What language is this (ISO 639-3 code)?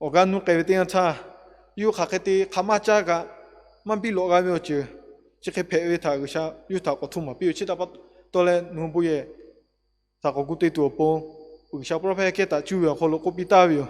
lhu